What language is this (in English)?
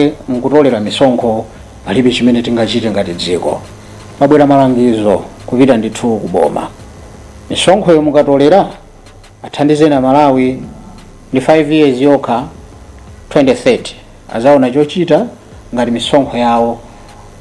Nyanja